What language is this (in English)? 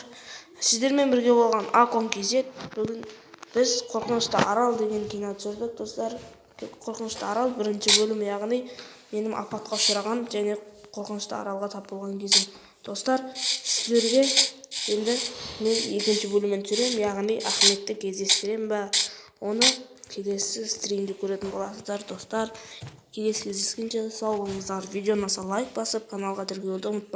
Kazakh